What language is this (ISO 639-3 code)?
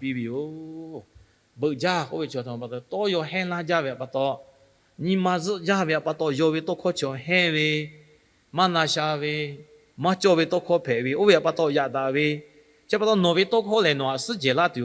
lhu